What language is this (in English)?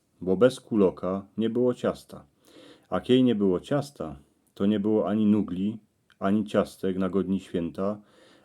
Silesian